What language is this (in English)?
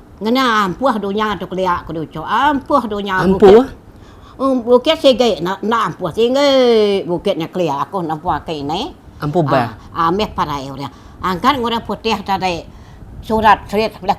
Iban